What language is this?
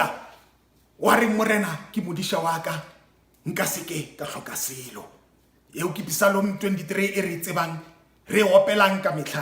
Northern Sotho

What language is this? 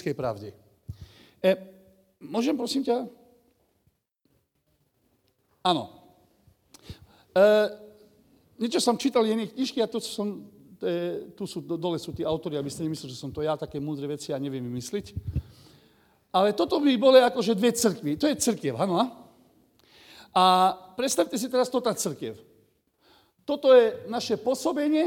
Slovak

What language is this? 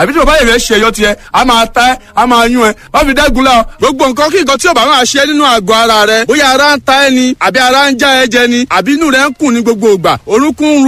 Yoruba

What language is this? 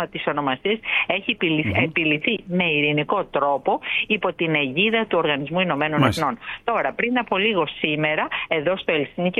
Greek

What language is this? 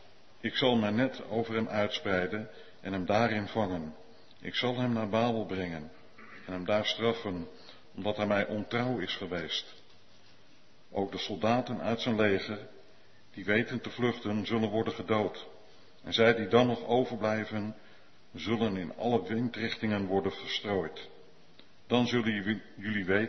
Dutch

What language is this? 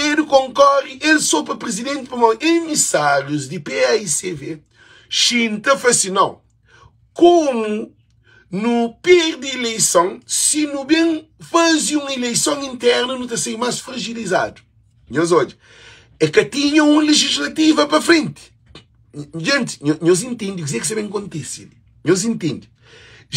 Kabuverdianu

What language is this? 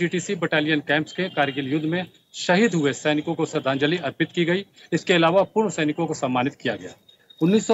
Hindi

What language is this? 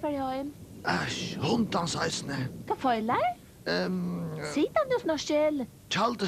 Faroese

